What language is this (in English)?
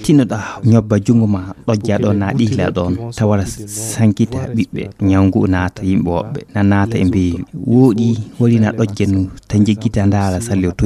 Fula